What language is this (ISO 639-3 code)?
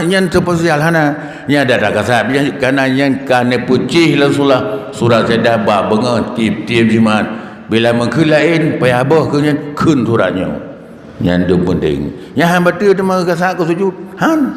ace